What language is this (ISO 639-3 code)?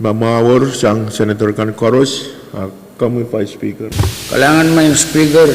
pon